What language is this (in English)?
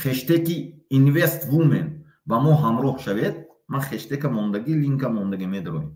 Tajik